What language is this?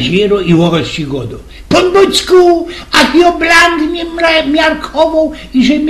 Silesian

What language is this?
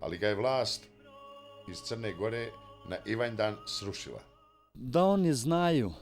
Bosnian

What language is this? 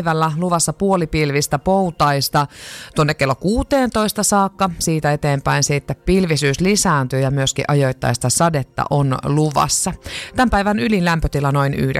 Finnish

